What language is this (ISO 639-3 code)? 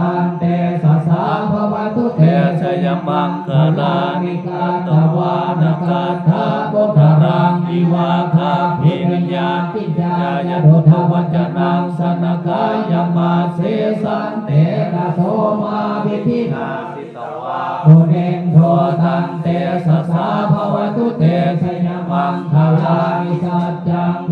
pli